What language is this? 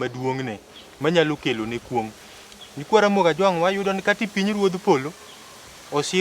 Luo (Kenya and Tanzania)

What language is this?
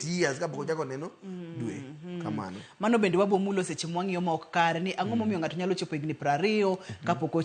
Luo (Kenya and Tanzania)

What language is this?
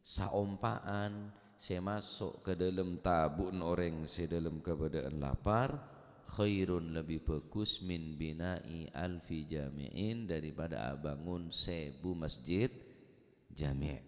Madurese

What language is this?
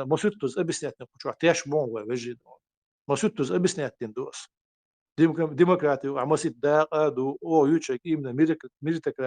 Chechen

